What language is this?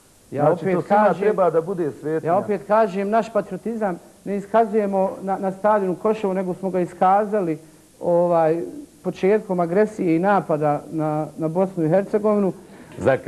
Bosnian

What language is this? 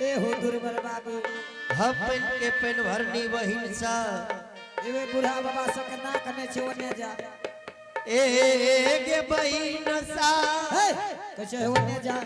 Angika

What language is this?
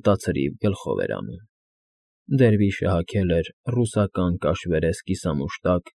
Armenian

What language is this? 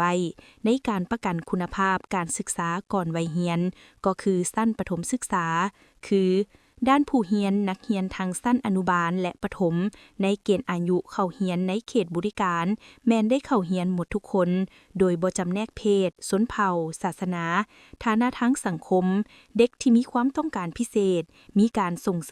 Lao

